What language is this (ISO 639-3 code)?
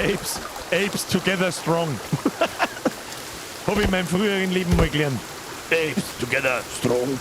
bar